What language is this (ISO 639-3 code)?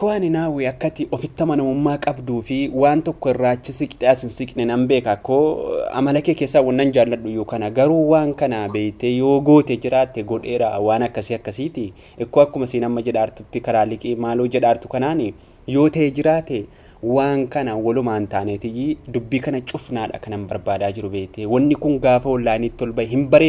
orm